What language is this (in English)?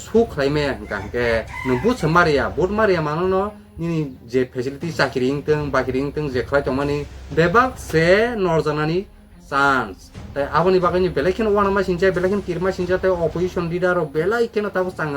Kok Borok